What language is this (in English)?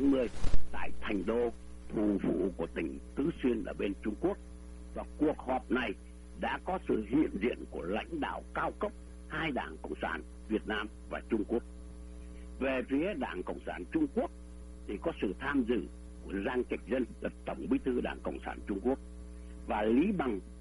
Vietnamese